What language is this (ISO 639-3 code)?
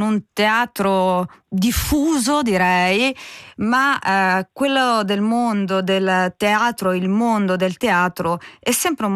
ita